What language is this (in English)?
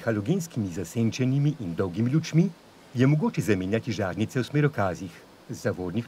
Slovenian